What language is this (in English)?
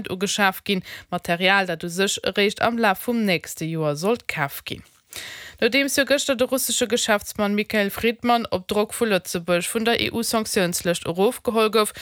Luxembourgish